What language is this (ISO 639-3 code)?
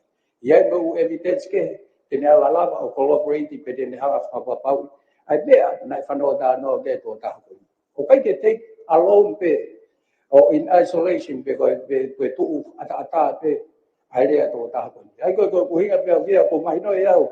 ton